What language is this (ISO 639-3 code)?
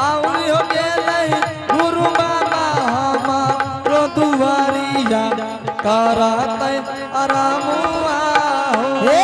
anp